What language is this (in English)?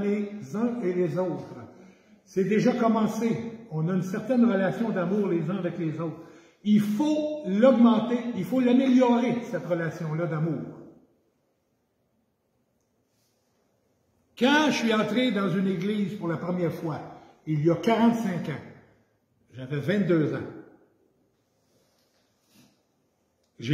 French